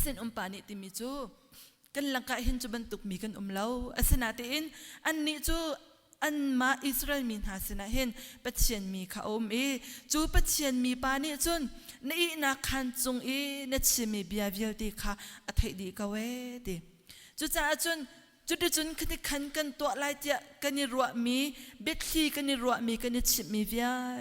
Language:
Hakha Chin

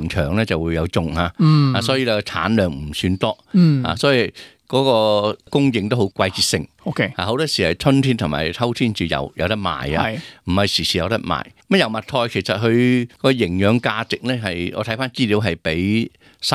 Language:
Cantonese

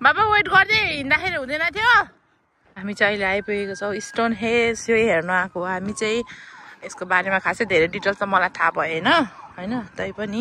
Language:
Nepali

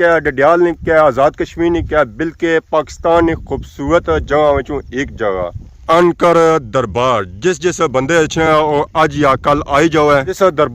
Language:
Pahari-Potwari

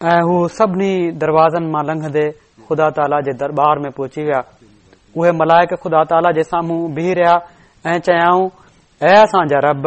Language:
Sindhi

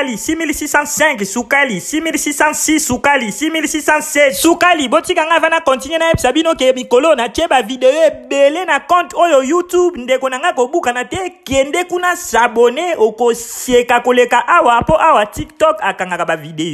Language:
Lingala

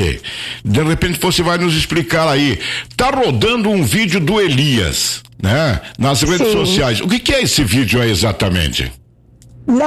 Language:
Portuguese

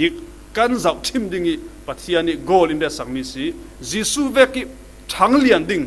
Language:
Falam Chin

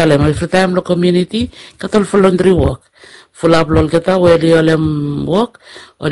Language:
Bislama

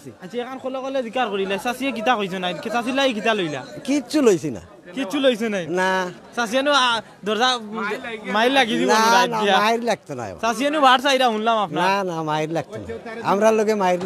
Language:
Sylheti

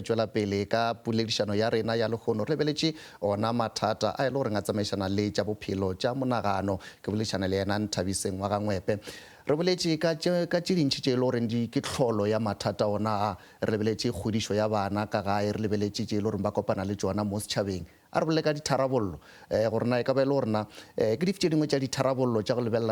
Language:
Northern Sotho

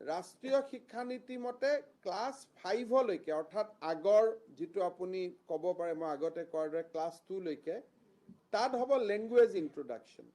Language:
Assamese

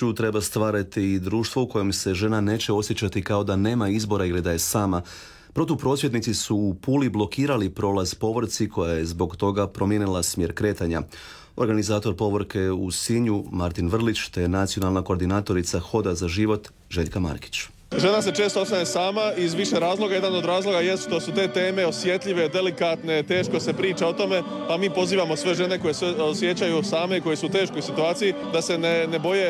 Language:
Croatian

